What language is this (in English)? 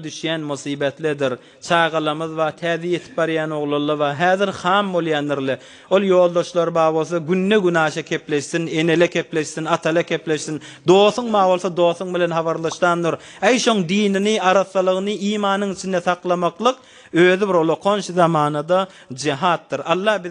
Turkmen